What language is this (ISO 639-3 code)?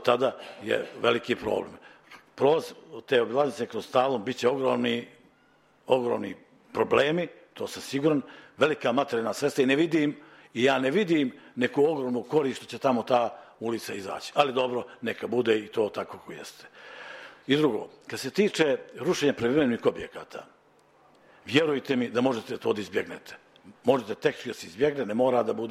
srp